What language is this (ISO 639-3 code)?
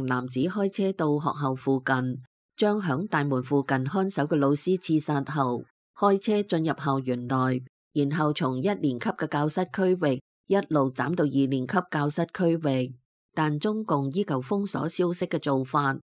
yue